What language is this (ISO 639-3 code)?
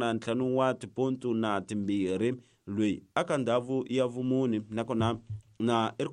tso